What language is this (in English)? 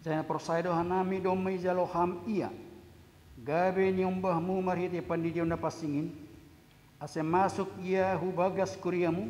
Batak Simalungun